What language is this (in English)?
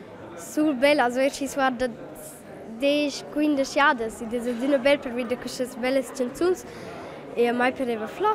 Romansh